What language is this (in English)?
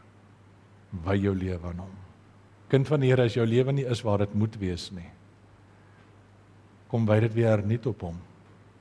Afrikaans